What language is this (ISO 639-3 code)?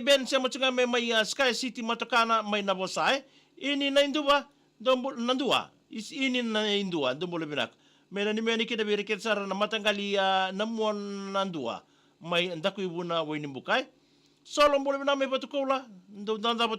fij